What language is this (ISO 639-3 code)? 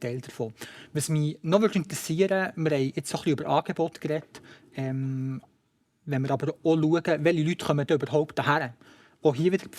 gsw